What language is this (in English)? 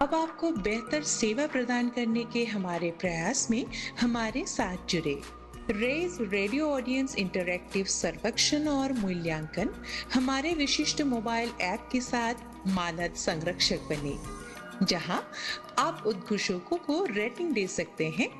Hindi